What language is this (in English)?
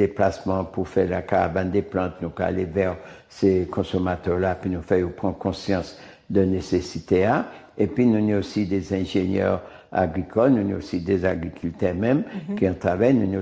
Guadeloupean Creole French